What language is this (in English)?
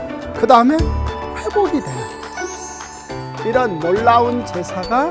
Korean